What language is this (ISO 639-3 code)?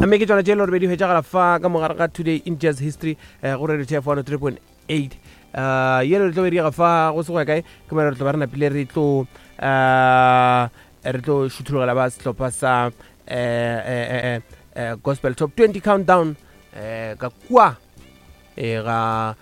nso